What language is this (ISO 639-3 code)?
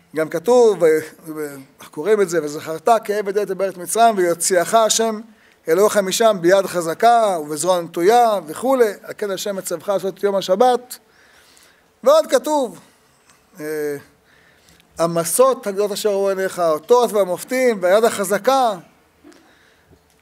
heb